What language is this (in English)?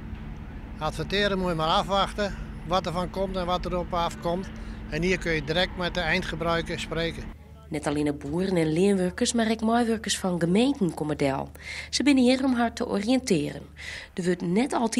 Western Frisian